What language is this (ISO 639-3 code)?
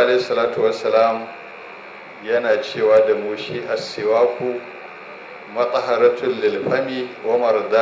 hau